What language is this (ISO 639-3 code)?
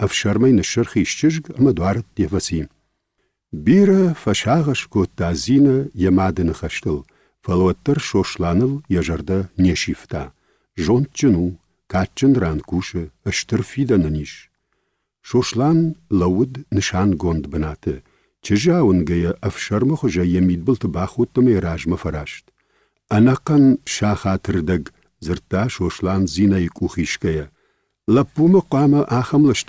oss